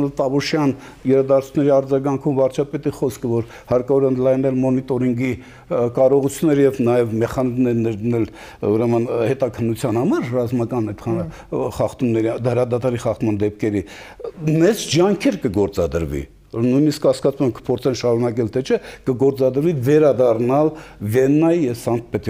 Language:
Armenian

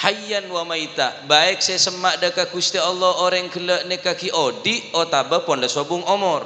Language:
Madurese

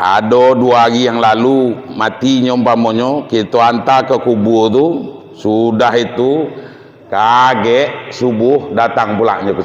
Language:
Minangkabau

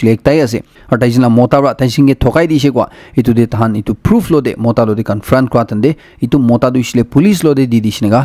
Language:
Naga Pidgin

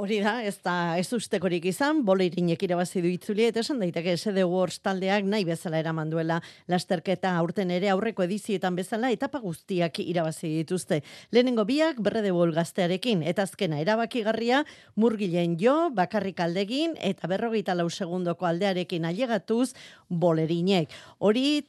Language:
Basque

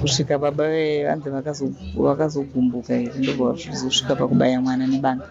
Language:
Shona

